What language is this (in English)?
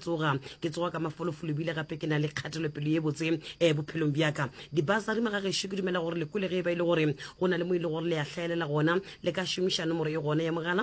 Northern Sotho